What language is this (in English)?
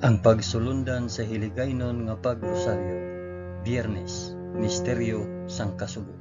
Hiligaynon